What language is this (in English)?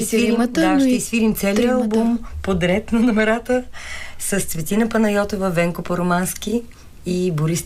Bulgarian